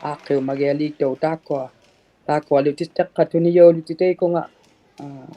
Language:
Inuktitut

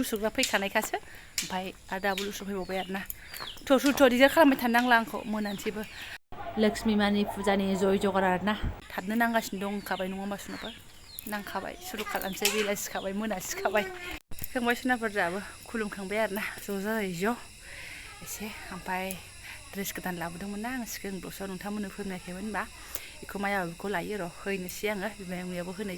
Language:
Bodo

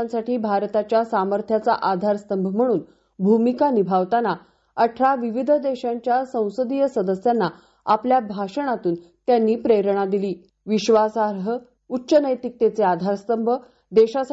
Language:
Marathi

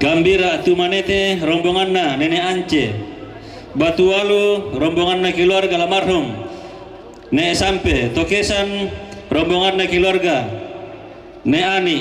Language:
Toraja-Sa'dan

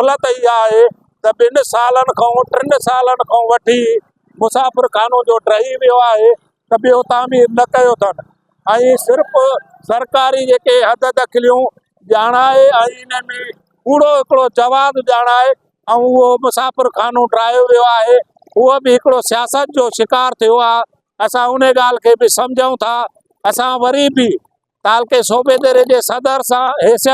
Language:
Sindhi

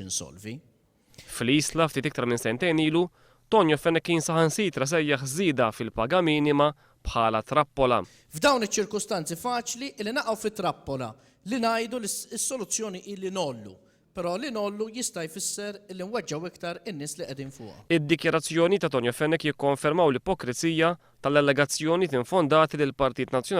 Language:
Maltese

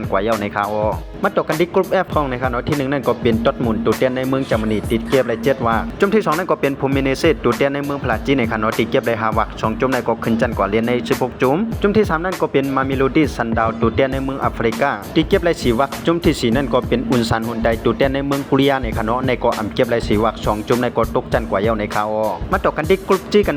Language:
Shan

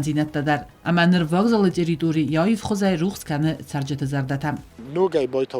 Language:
Ossetic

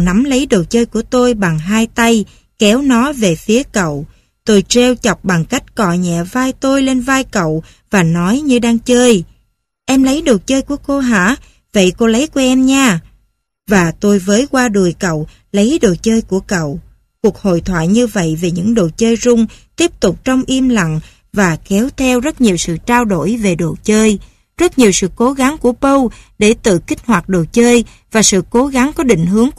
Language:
Vietnamese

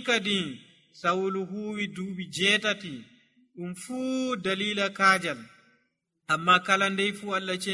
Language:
Nigerian Fulfulde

